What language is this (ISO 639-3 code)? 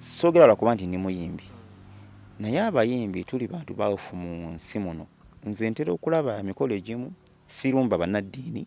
lug